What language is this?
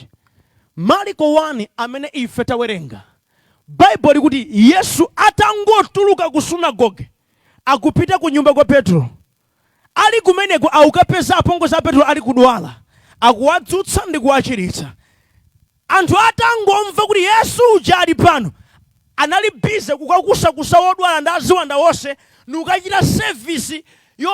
Nyanja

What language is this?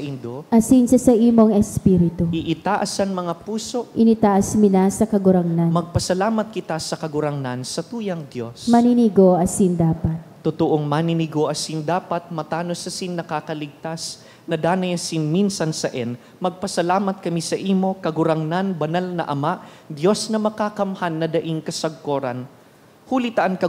Bikol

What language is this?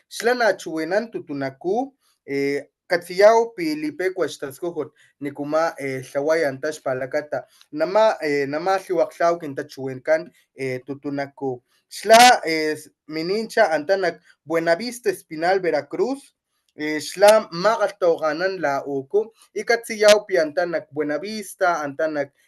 Papantla Totonac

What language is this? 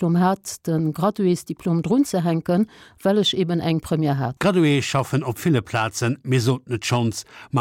Luxembourgish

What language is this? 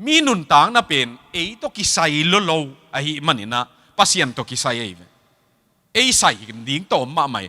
Tedim Chin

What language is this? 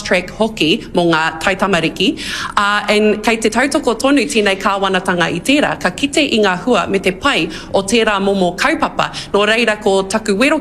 Māori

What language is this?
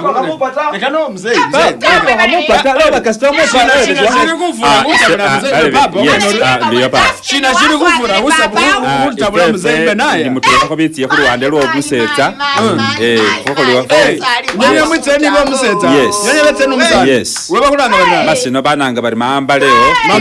Masaaba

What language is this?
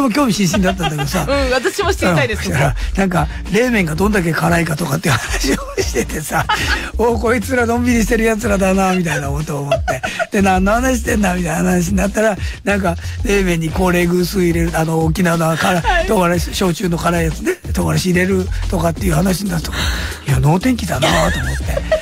Japanese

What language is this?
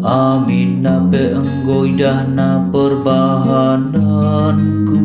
Batak Karo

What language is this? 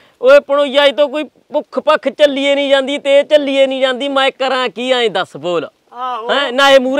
Punjabi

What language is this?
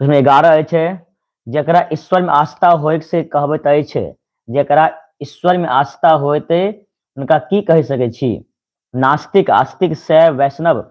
Maithili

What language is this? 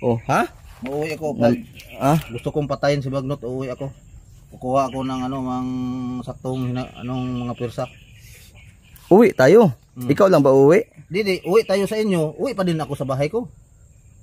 Filipino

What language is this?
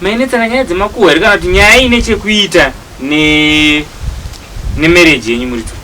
Shona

